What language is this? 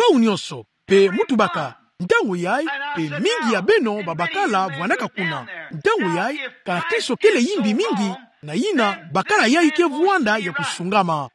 Kituba (Democratic Republic of Congo)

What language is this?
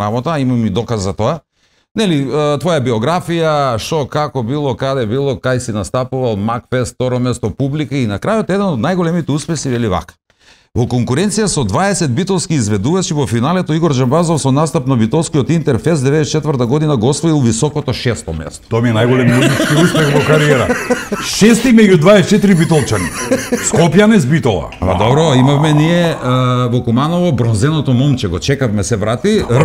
Macedonian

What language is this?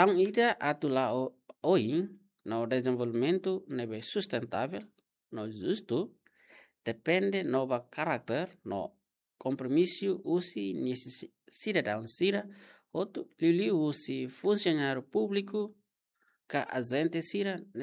Tetum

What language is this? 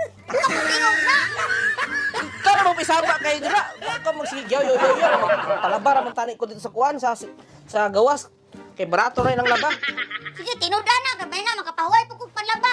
Cebuano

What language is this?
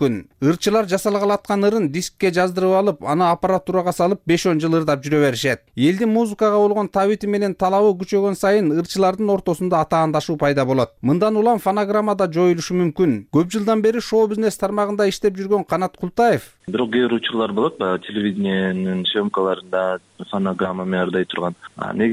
Kyrgyz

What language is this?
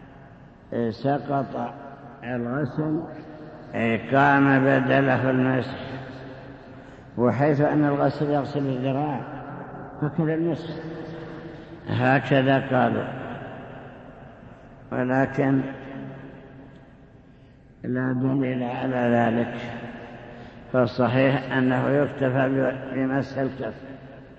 Arabic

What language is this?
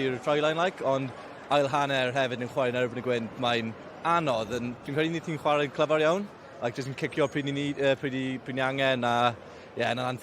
Welsh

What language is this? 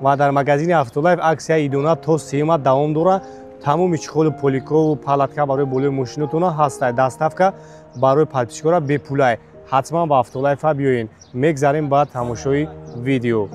Tajik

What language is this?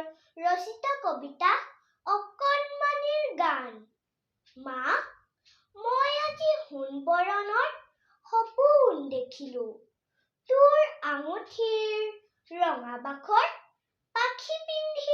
Assamese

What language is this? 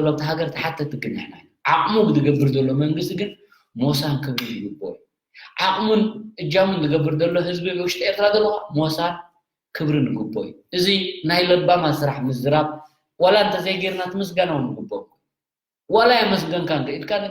Tigrinya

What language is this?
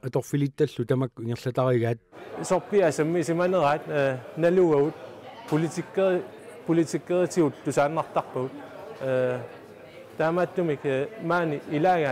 Kalaallisut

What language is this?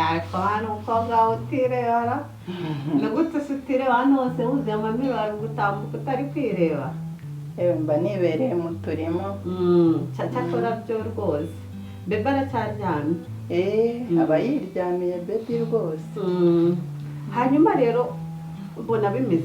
Kinyarwanda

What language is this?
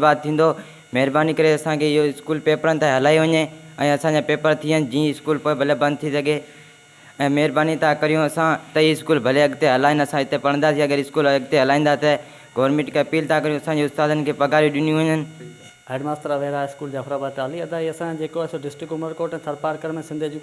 Sindhi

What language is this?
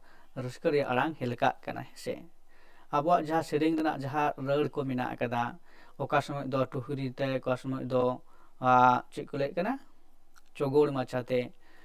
Santali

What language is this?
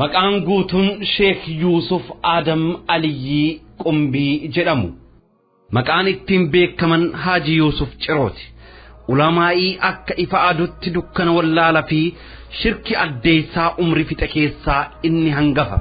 Oromo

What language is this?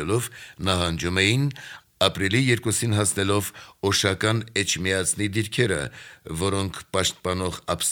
Armenian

